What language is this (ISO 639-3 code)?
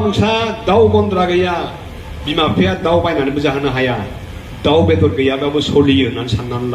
brx